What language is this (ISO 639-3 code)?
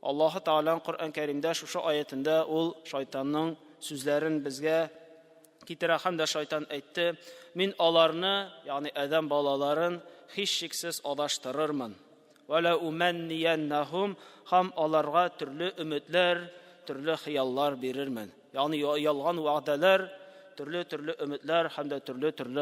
tat